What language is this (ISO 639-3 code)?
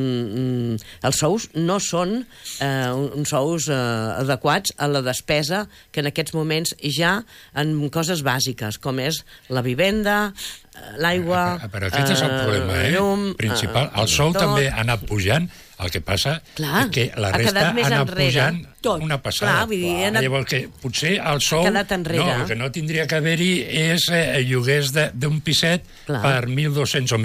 cat